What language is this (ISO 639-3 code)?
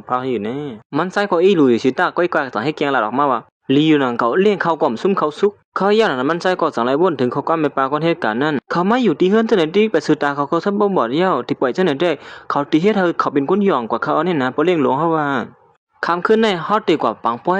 shn